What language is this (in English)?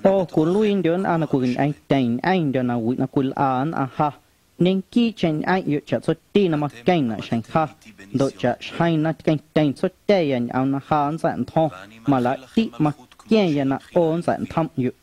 Guerrero Amuzgo